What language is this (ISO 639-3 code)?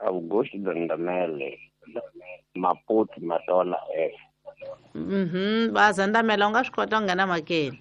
tso